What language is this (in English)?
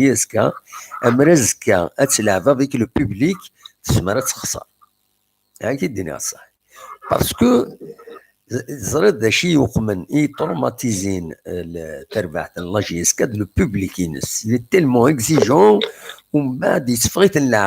Kabyle